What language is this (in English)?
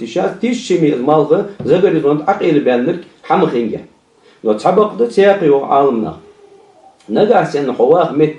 Ingush